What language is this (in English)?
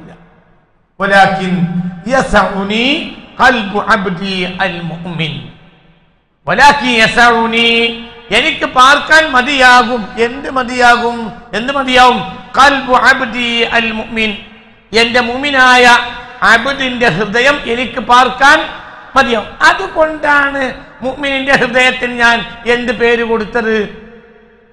Malayalam